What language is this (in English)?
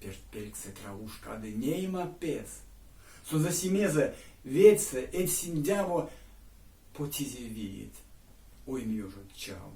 Erzya